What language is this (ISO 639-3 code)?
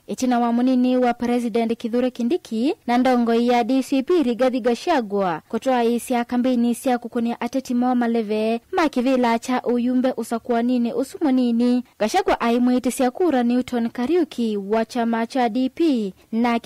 kam